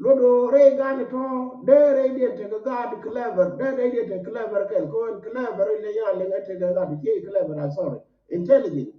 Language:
Nuer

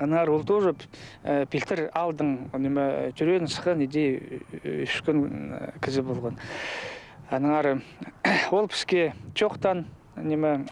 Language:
Khakas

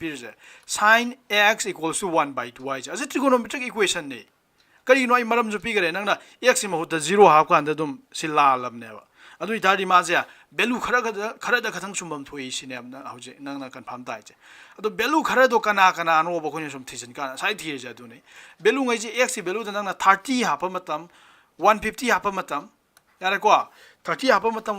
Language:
Manipuri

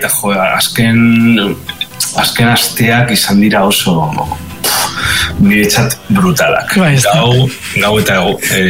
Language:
Basque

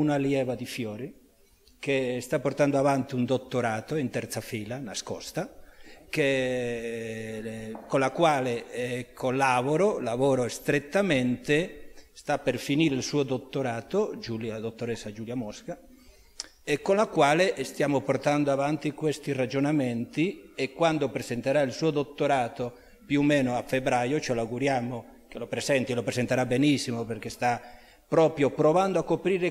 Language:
Italian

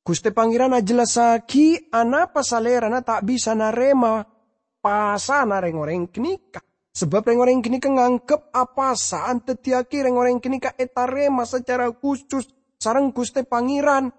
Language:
Madurese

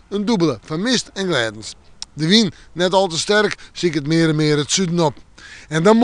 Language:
Western Frisian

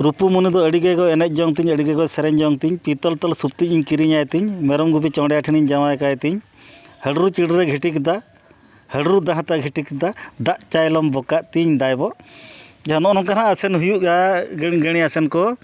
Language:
Santali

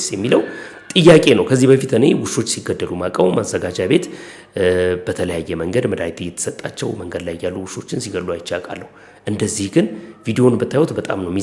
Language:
Amharic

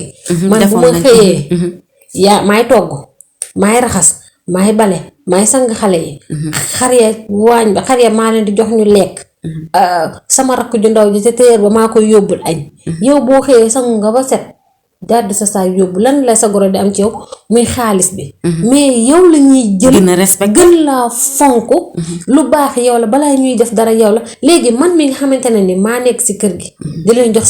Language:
Wolof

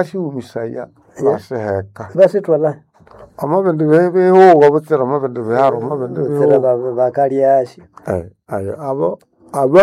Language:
Nande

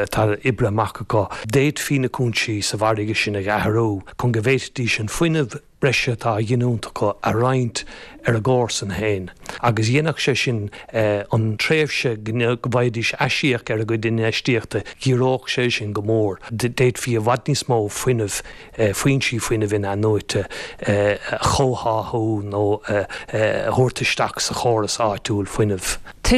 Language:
Irish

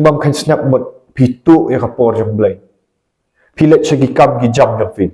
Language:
Khasi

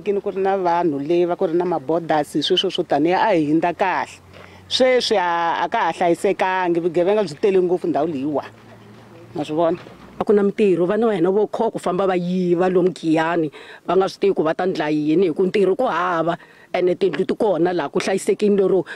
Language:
Tsonga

